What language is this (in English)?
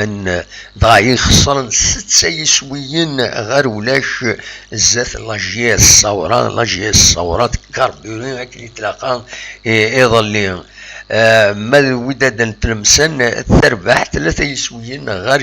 Kabyle